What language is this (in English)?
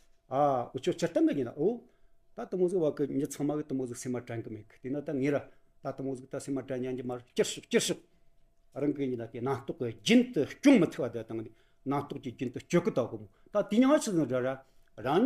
Tibetan